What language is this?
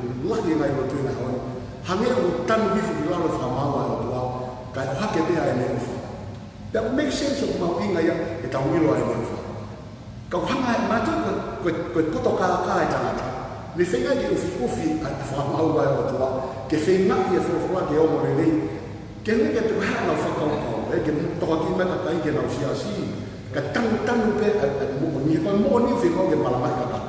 Tongan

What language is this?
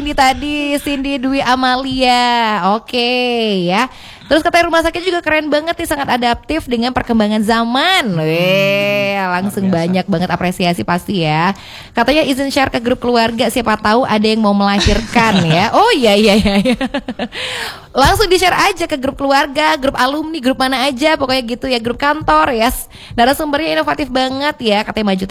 Indonesian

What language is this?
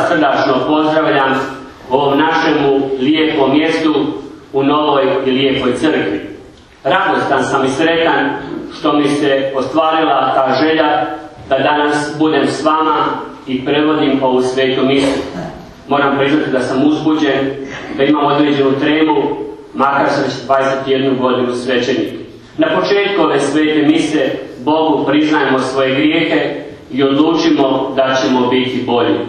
Croatian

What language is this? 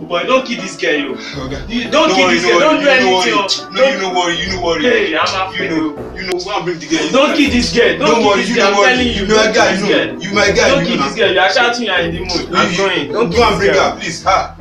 Nigerian Pidgin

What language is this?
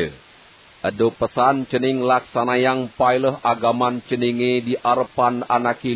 Balinese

